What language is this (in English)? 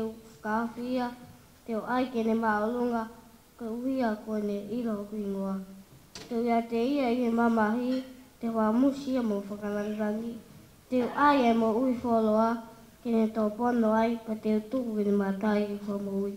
Tongan